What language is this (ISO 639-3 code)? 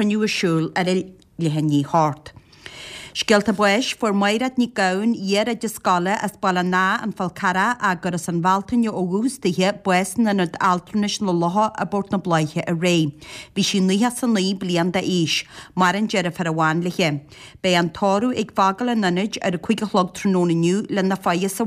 gle